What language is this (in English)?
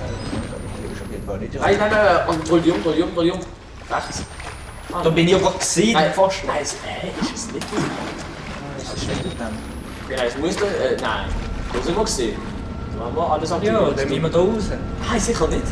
Swiss German